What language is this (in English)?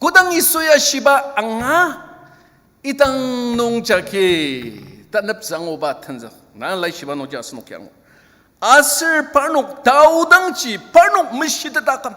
Ao Naga